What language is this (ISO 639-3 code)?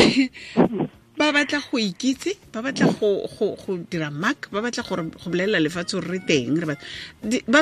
tsn